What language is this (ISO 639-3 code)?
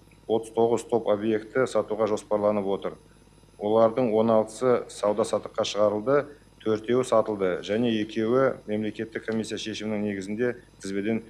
kaz